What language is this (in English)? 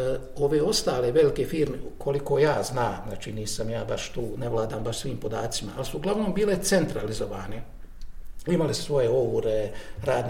Bosnian